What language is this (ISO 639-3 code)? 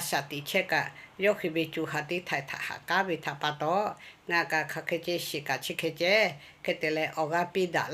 lhu